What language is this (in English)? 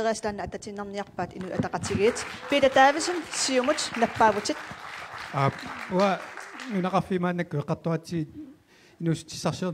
Kalaallisut